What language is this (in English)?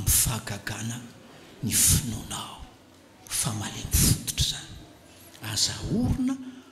Malagasy